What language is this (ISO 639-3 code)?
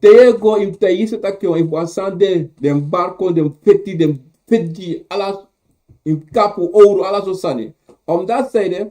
srn